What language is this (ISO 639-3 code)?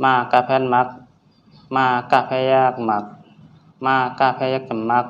shn